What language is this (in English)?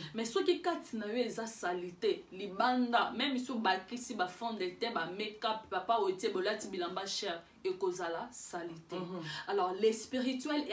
Lingala